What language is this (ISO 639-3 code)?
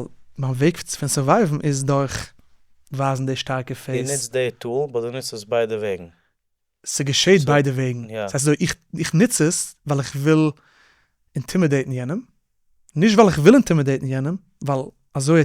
yid